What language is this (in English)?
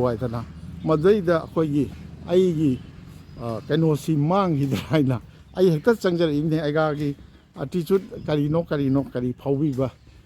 Manipuri